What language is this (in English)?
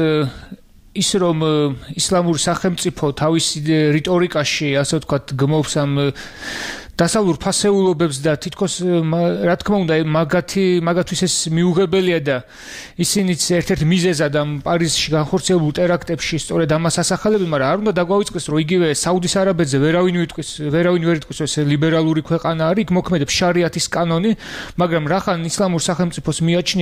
Georgian